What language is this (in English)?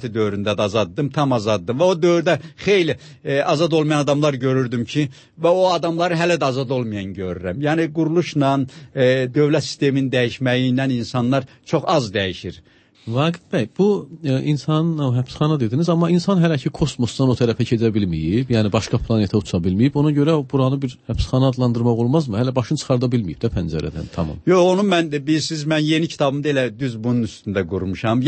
Azerbaijani